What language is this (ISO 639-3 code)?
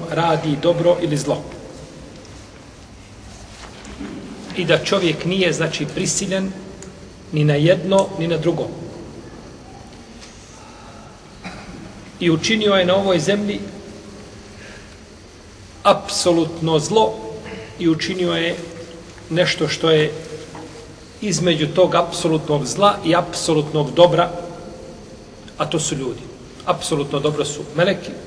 bos